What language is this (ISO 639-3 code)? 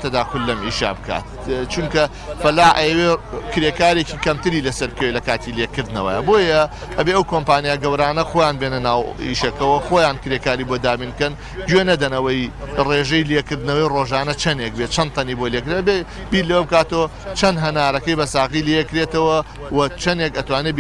ckb